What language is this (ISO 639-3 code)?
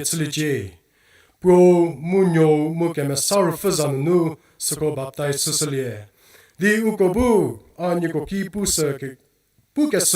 njm